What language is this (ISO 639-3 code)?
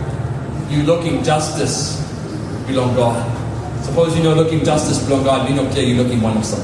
tpi